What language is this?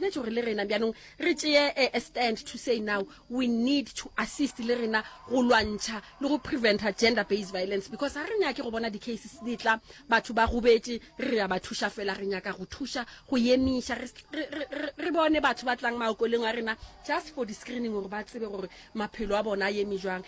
Northern Sotho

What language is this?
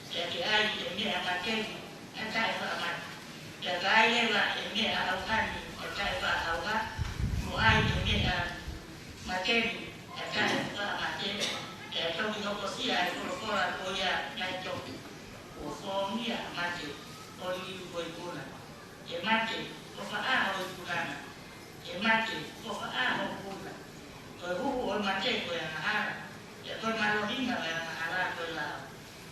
Tongan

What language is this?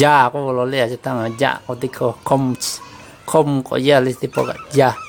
Lahu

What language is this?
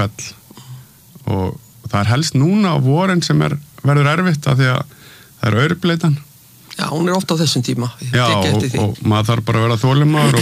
Icelandic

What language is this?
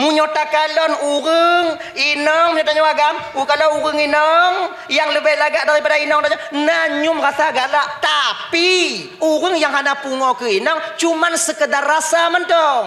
Achinese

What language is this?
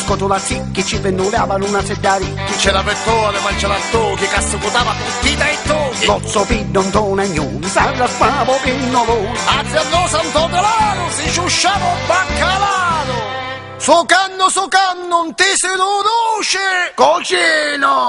Neapolitan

